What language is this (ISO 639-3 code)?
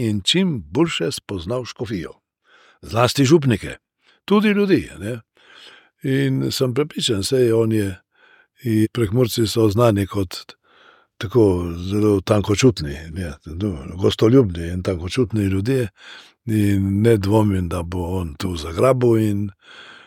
slv